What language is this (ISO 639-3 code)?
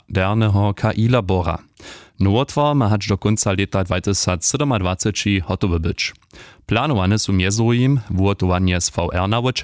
hsb